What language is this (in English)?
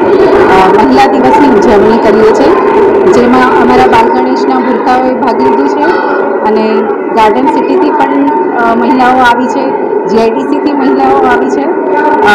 Gujarati